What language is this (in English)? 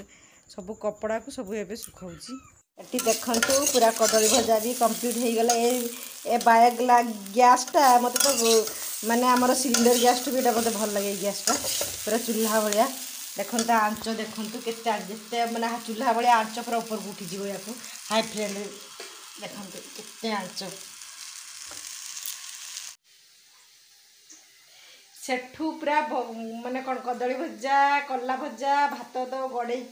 Odia